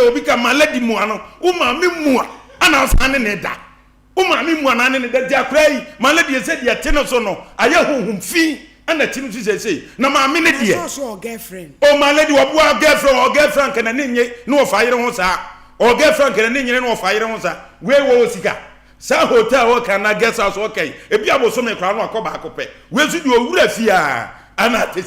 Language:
Akan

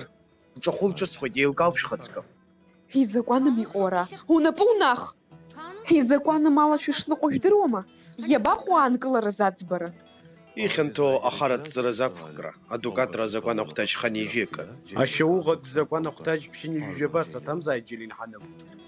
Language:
Abkhazian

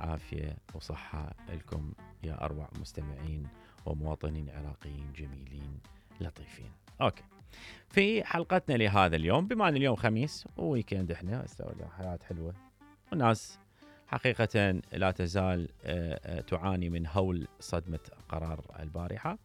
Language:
Mesopotamian Arabic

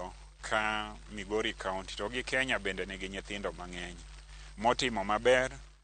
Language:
Luo (Kenya and Tanzania)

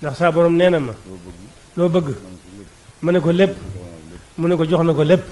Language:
Wolof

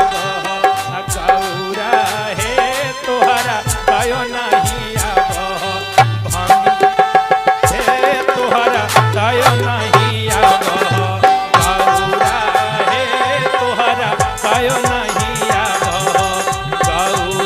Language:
Magahi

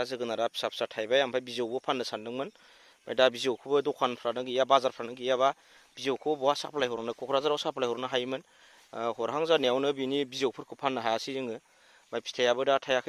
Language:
Bodo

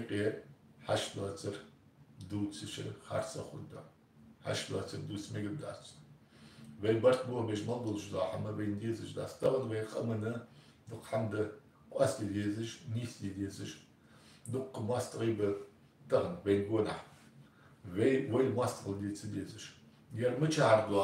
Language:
Ingush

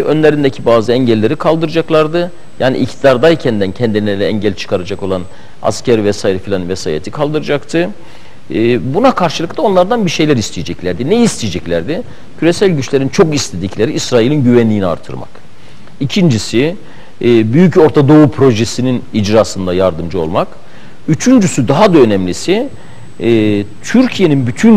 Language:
Turkish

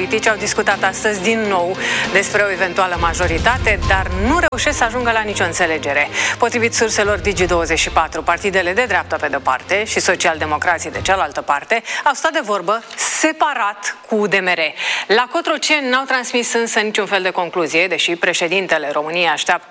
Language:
Romanian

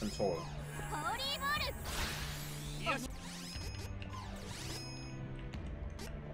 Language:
Japanese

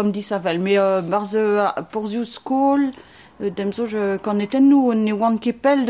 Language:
Breton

